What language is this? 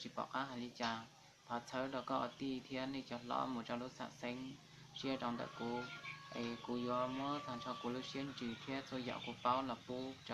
Hmong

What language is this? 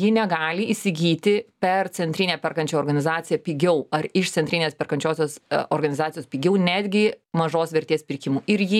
Lithuanian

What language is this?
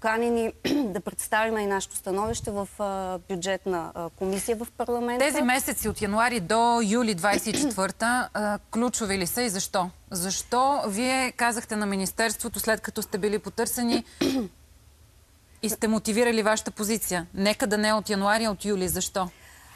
Bulgarian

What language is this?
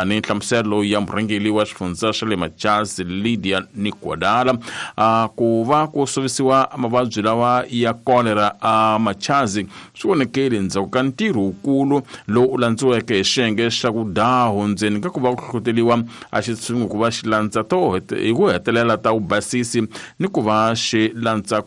Tsonga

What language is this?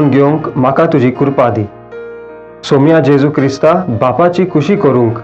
Konkani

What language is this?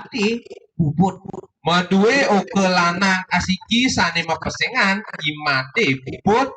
Balinese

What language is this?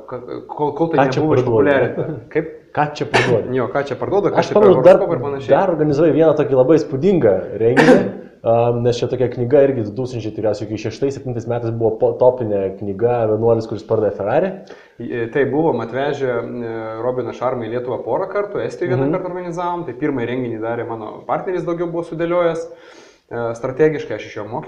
Lithuanian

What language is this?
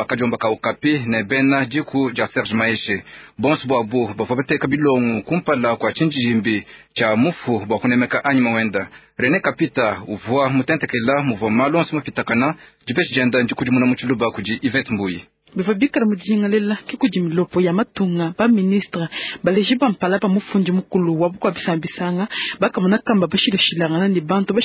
Luba-Lulua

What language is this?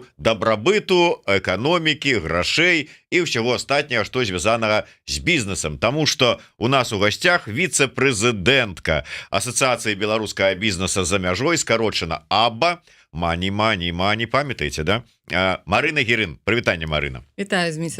Belarusian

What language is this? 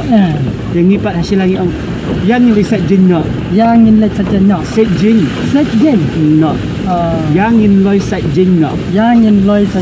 Khasi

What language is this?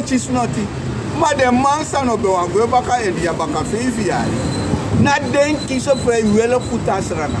Sranan Tongo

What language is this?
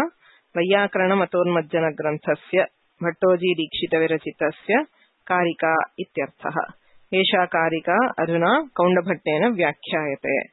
Sanskrit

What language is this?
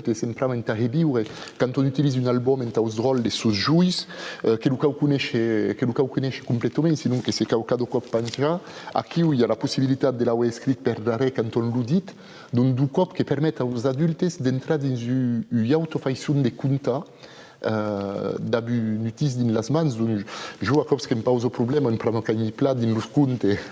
Occitan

